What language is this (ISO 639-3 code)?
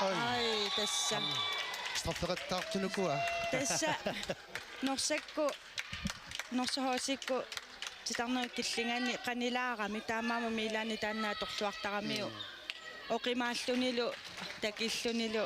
kal